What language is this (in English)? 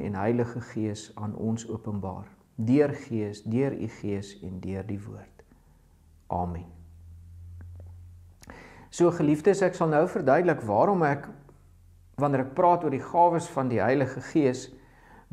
Afrikaans